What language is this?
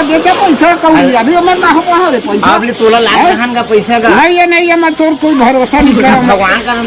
Chhattisgarhi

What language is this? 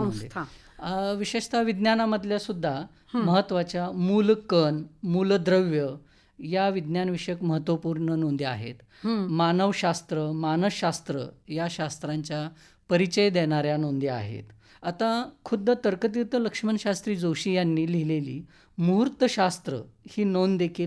Marathi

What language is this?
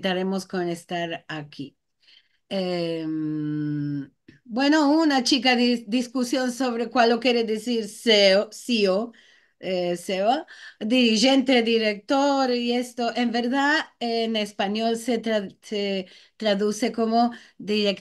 Ladino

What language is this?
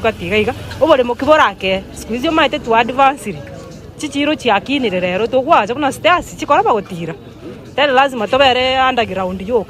Gusii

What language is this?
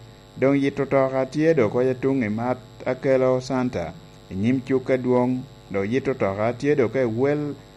Lango (Uganda)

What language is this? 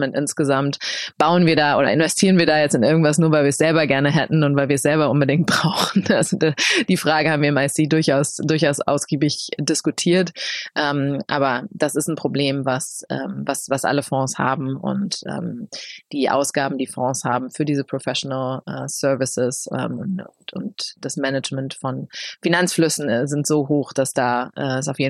German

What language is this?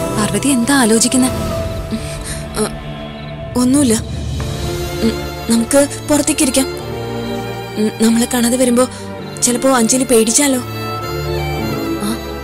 Malayalam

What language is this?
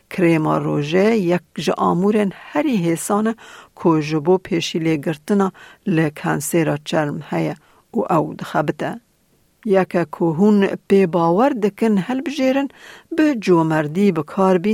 Kurdish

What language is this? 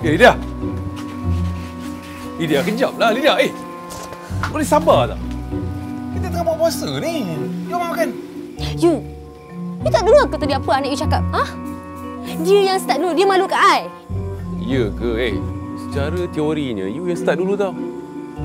Malay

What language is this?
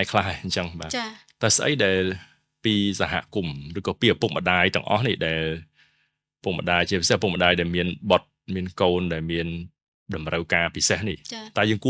Khmer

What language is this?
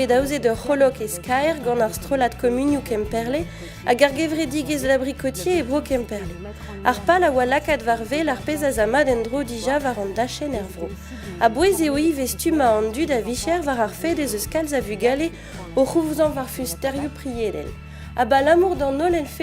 Breton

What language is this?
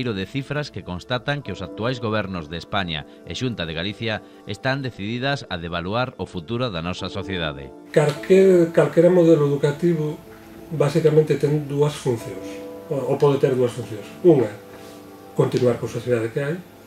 Galician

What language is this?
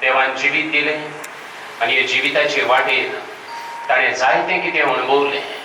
Konkani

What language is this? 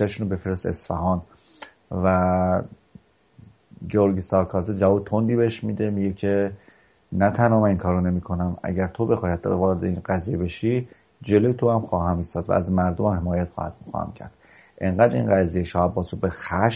Persian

